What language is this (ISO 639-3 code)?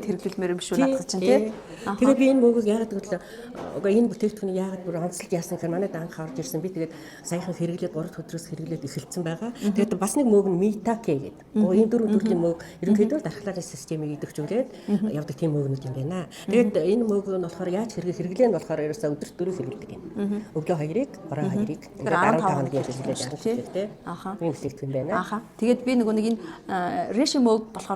mon